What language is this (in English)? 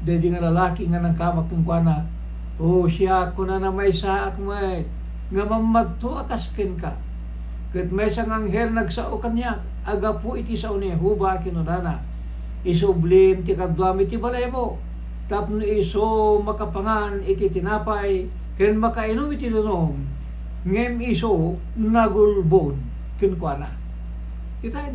Iloko